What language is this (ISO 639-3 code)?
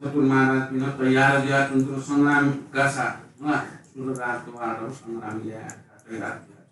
new